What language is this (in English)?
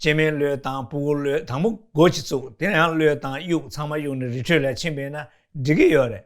Tibetan